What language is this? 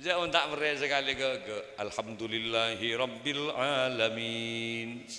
Madurese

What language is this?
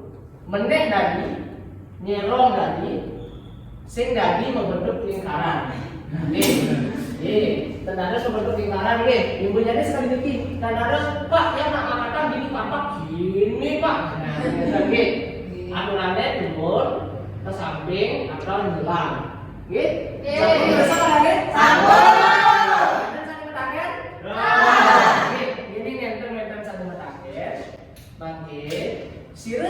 Balinese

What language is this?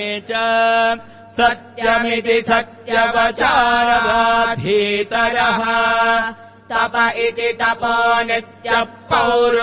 Sanskrit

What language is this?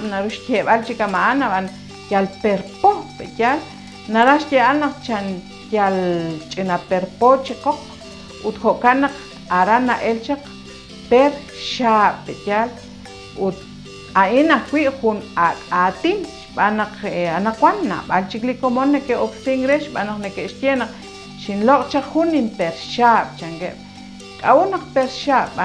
Kekchí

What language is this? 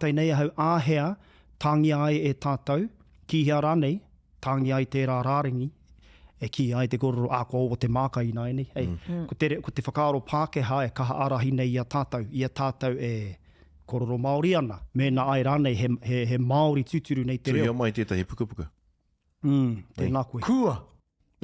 Māori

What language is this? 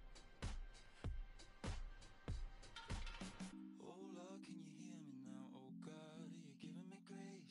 English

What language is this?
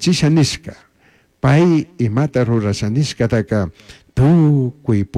Chimborazo Highland Quichua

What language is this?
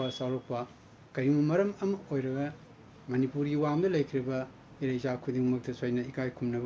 Manipuri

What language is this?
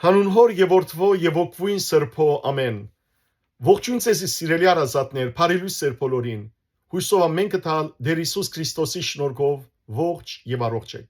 Western Armenian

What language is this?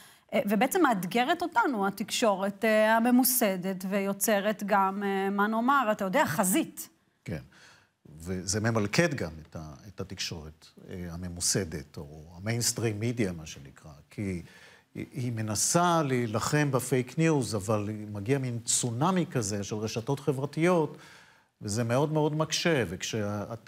Hebrew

